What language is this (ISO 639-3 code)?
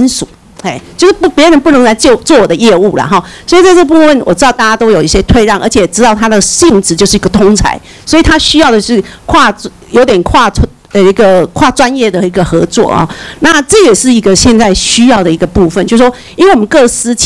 zho